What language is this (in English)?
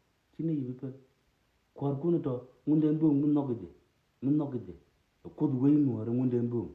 Nuer